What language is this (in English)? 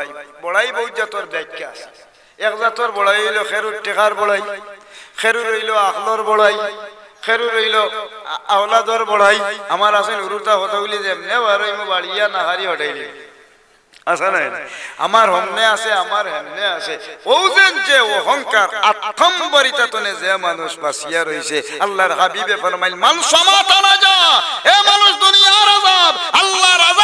Sylheti